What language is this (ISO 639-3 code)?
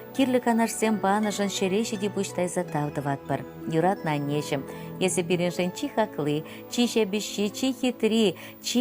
chv